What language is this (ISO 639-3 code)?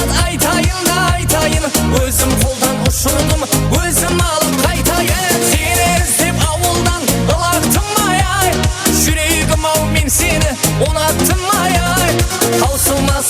kaa